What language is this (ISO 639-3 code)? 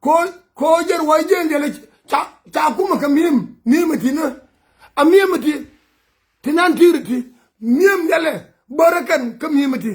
nus